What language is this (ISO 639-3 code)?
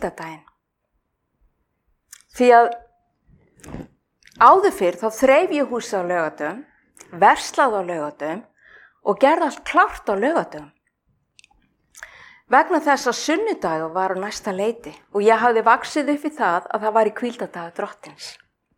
isl